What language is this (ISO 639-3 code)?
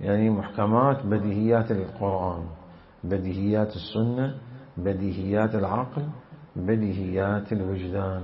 acm